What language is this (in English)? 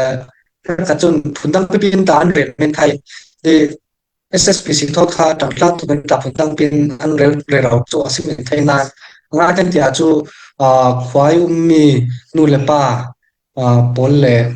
Falam Chin